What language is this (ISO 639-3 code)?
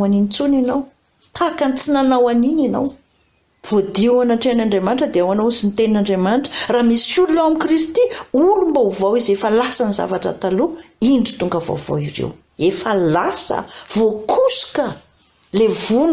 mlg